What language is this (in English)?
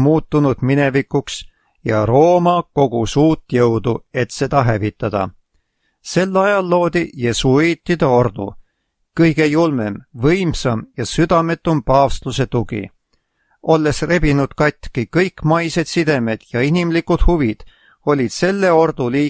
Estonian